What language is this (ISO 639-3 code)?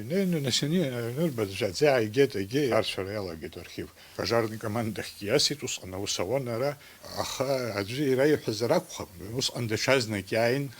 abk